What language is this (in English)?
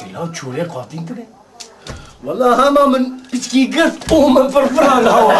Kurdish